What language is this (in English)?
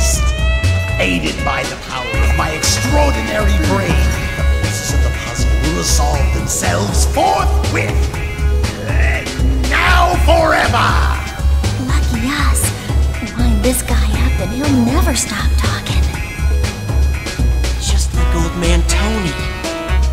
English